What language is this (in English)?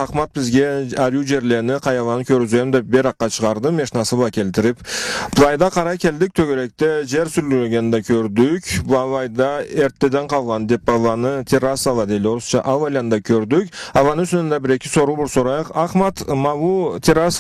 Karachay-Balkar